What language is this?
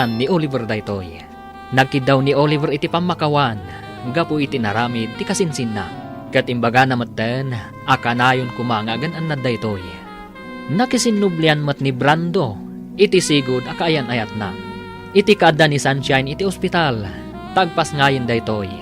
Iloko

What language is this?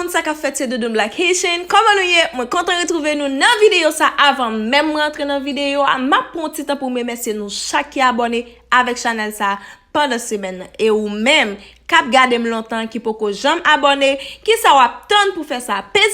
Haitian Creole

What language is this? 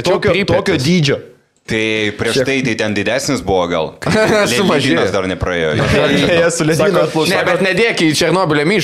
Lithuanian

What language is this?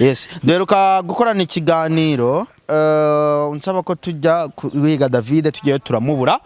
Kinyarwanda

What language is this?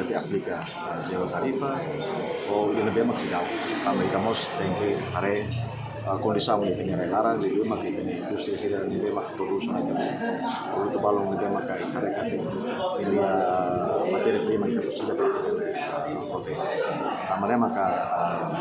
Tetum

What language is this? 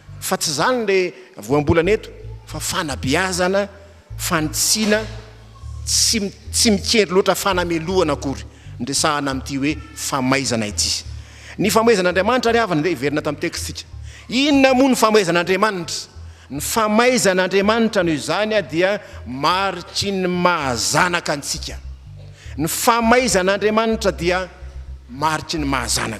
Malagasy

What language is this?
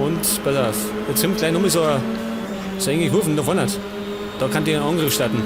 Bavarian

